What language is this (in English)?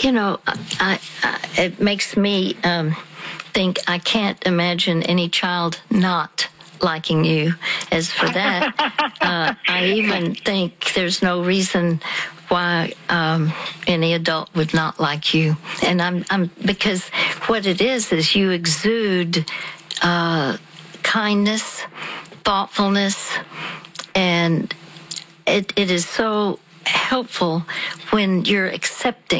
English